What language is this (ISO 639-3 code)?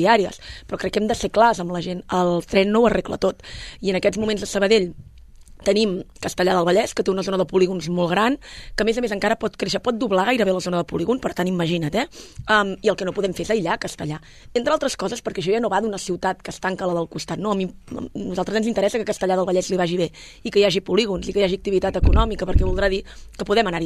cat